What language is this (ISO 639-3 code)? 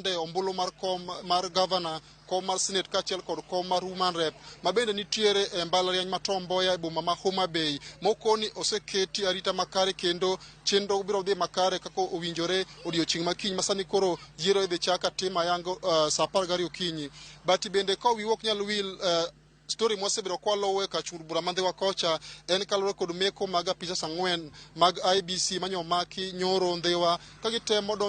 luo